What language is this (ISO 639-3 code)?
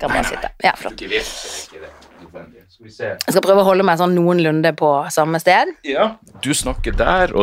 nor